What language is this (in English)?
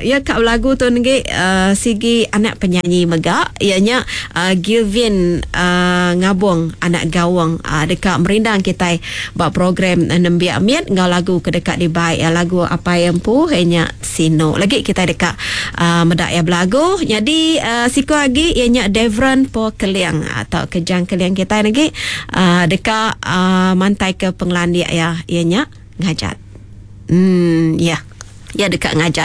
Iban